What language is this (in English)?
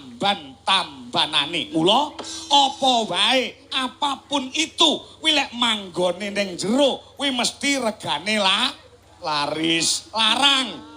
Javanese